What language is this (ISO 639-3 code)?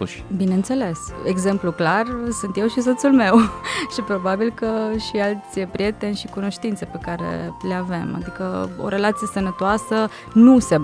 ron